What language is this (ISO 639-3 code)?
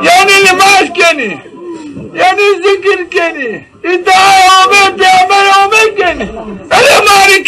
zza